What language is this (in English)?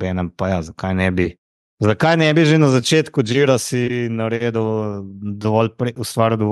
Slovenian